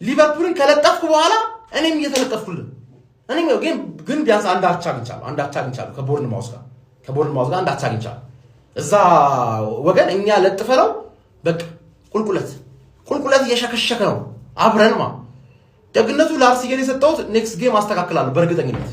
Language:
Amharic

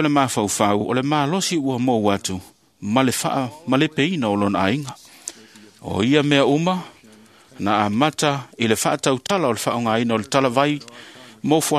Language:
Samoan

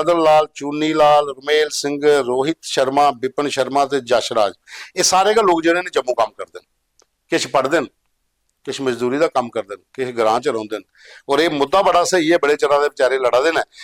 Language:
Dogri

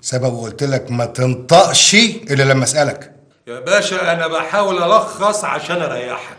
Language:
Egyptian Arabic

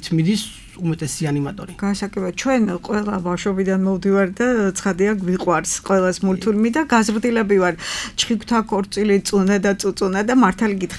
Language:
Georgian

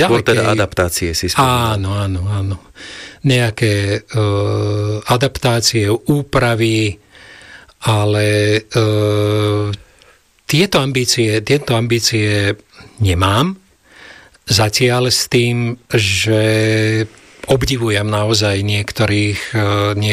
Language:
Slovak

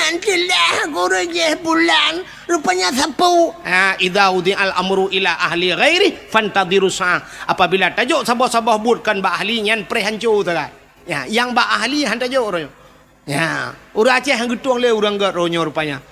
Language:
Achinese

